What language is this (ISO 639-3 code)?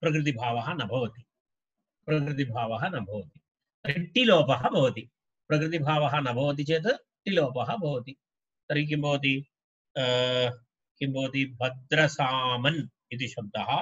san